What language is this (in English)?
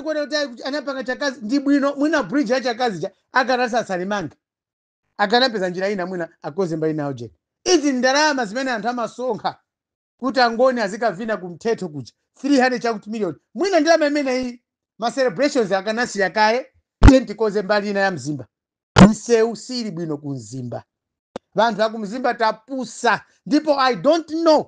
Nyanja